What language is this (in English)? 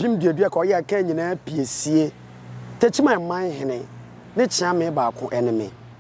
Akan